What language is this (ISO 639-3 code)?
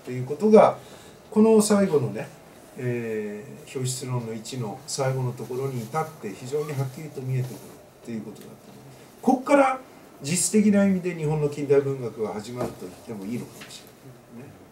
jpn